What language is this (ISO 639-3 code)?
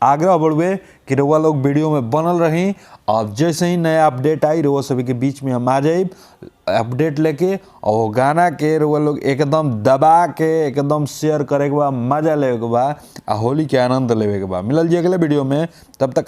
bho